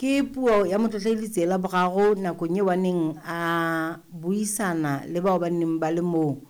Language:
Southern Sotho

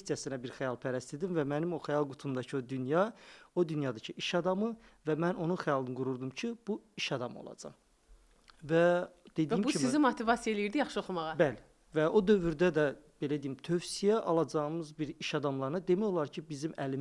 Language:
Azerbaijani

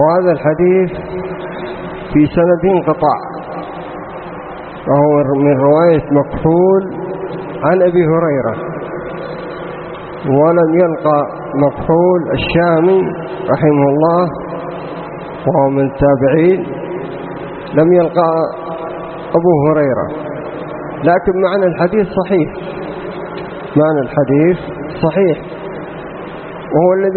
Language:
Arabic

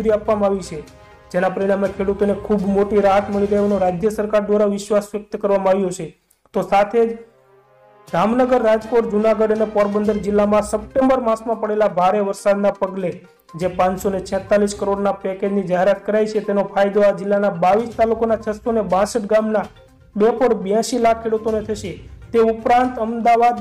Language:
Gujarati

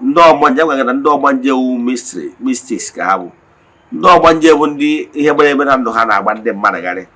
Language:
Igbo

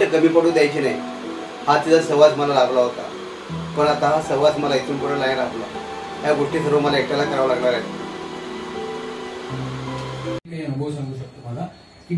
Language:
Marathi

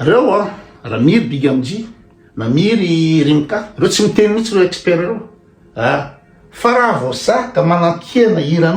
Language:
Malagasy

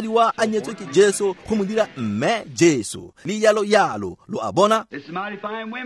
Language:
Tswana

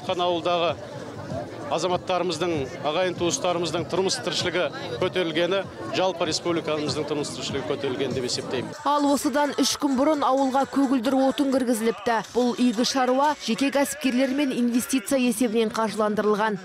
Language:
Kazakh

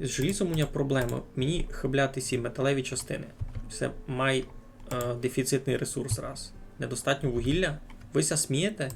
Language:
Rusyn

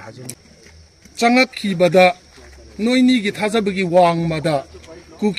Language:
Manipuri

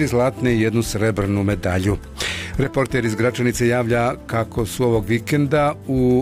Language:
Bosnian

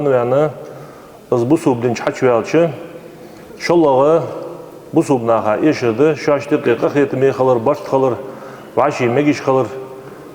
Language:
Ingush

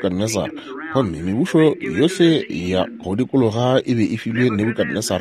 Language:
Northern Sotho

